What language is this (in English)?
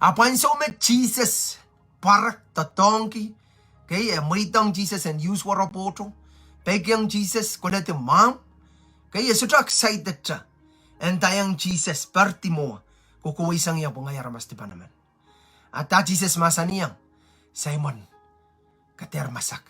Pohnpeian